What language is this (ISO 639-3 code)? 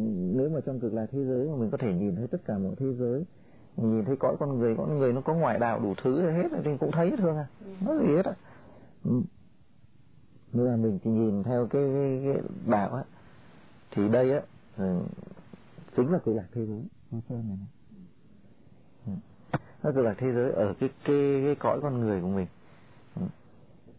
vie